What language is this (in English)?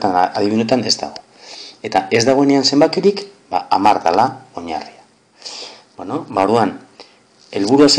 Basque